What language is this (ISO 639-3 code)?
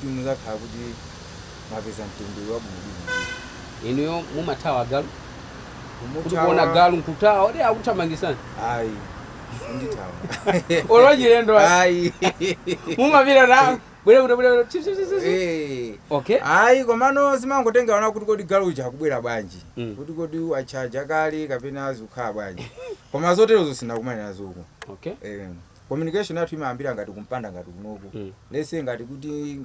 nya